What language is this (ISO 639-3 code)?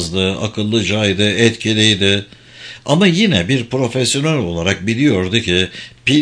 tur